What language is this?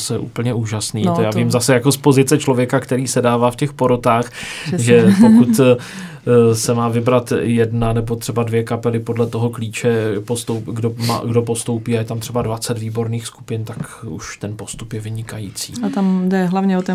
Czech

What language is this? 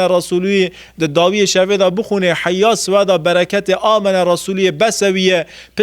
Kurdish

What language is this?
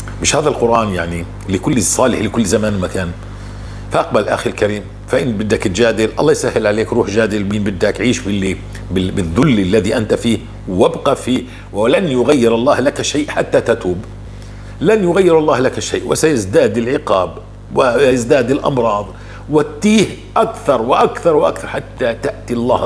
North Levantine Arabic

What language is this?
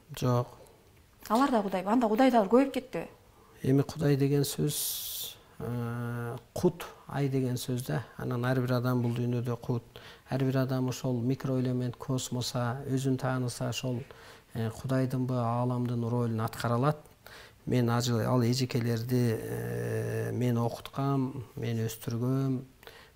Kyrgyz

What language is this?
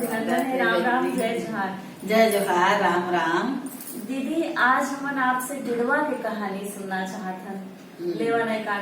Chhattisgarhi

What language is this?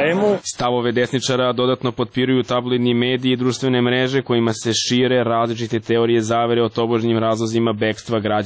Serbian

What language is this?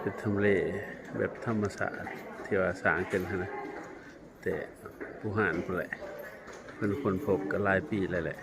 Lao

